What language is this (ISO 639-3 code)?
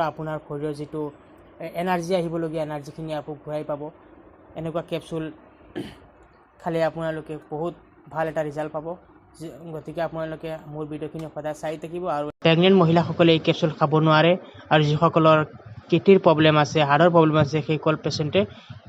asm